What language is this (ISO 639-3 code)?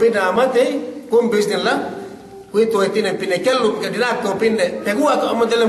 yka